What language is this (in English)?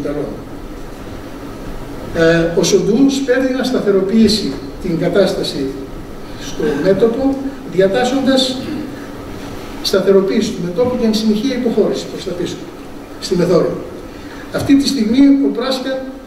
Greek